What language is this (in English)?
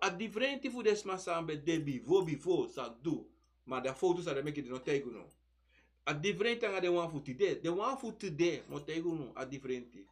Sranan Tongo